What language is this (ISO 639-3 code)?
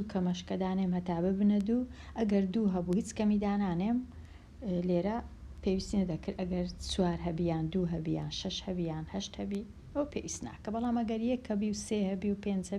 ckb